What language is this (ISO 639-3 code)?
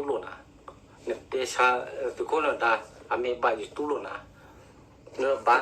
ksw